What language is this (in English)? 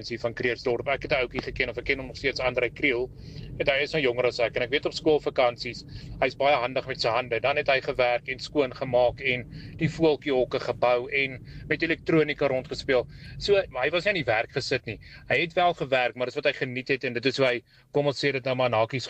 Afrikaans